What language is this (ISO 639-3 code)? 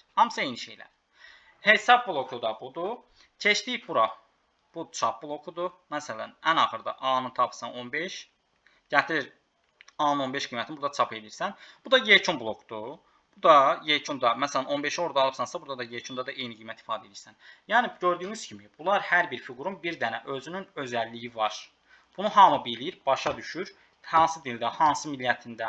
aze